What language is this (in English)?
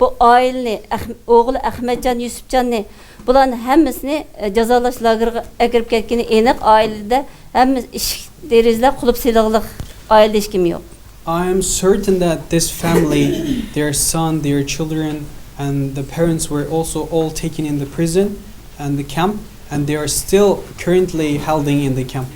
Uyghur